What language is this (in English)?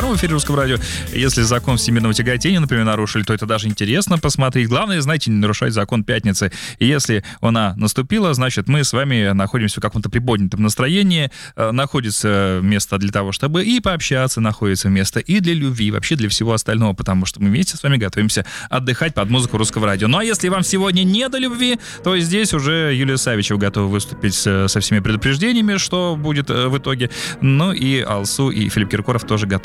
Russian